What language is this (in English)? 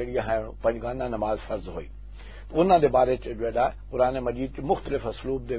Western Panjabi